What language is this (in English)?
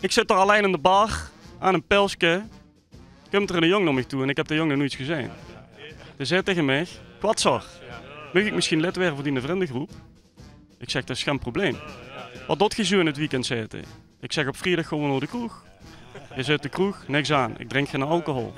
Limburgish